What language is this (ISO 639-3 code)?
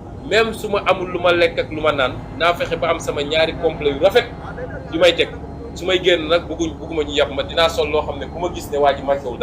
wol